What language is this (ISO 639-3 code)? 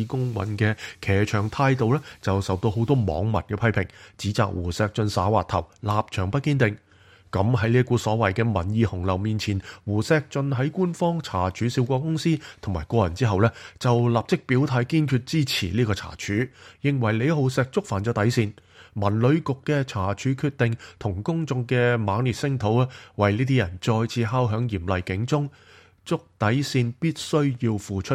yue